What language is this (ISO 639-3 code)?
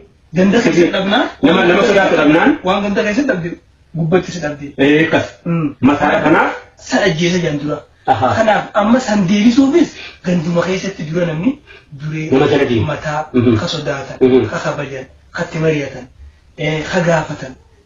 orm